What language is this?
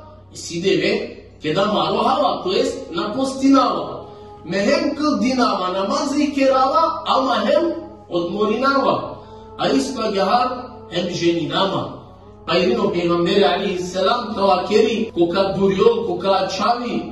Balkan Romani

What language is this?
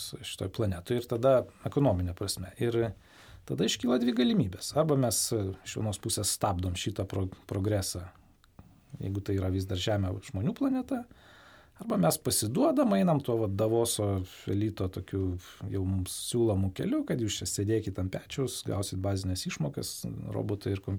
Lithuanian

